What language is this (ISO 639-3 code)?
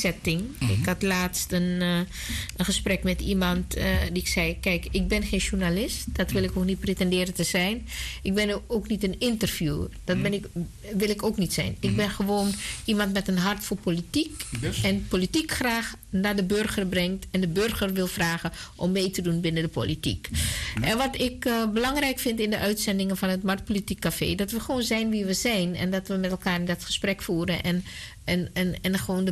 nld